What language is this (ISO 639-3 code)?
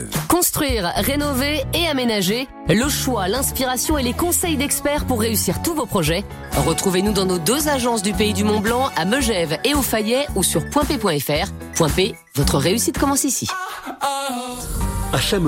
fra